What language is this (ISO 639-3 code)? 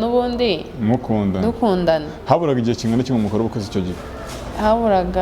kin